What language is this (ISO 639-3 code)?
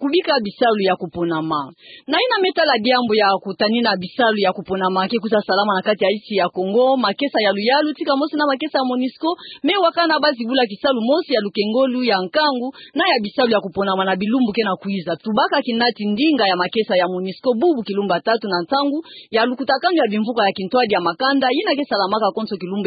ktu